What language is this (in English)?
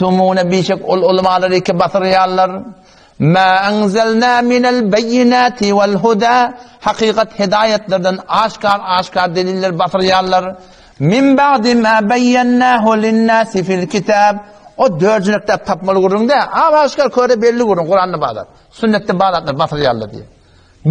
Turkmen